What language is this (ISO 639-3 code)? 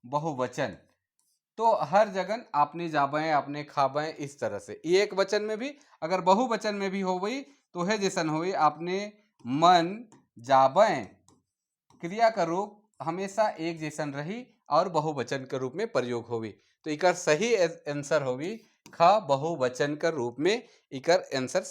sck